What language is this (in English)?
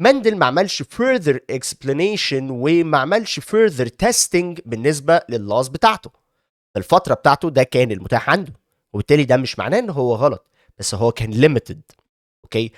Egyptian Arabic